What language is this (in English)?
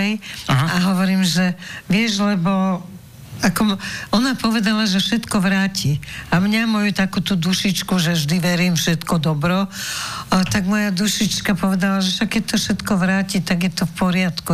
Slovak